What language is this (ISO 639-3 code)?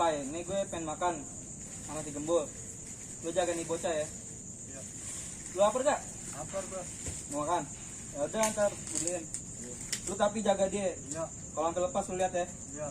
bew